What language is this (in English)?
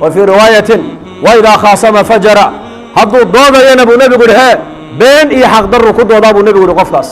Somali